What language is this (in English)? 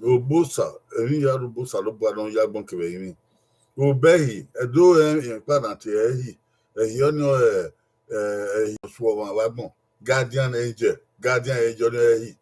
Bini